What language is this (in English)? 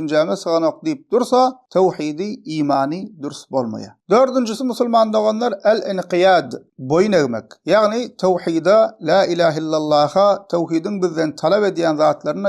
Turkmen